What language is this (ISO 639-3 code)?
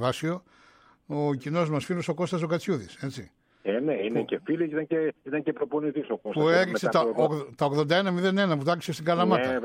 ell